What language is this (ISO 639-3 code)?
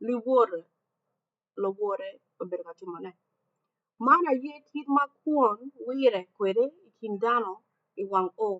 ach